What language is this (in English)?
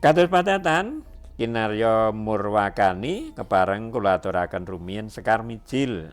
Javanese